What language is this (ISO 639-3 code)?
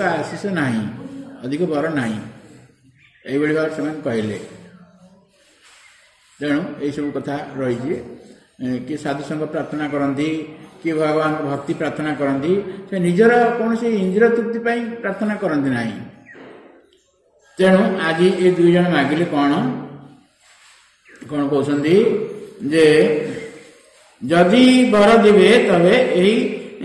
ori